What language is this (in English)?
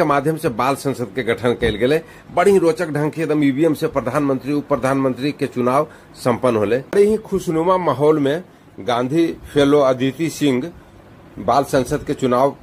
Magahi